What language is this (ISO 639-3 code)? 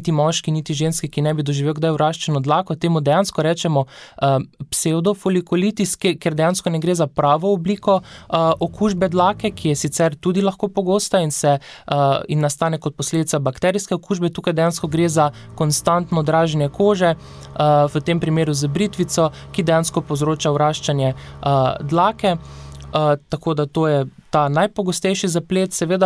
slv